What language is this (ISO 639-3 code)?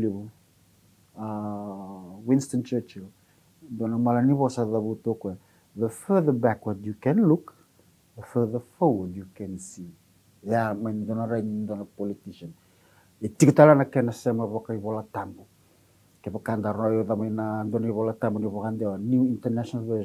fij